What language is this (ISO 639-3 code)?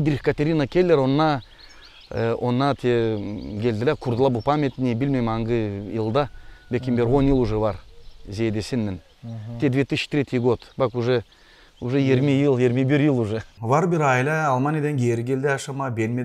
gag